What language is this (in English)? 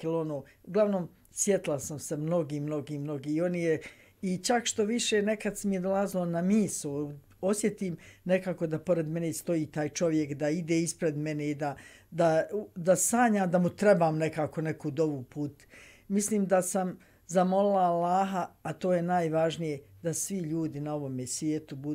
Bosnian